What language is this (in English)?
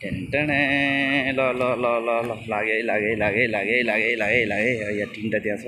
Nepali